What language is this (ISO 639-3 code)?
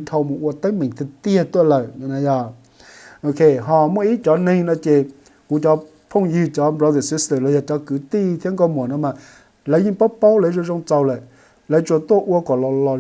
hmn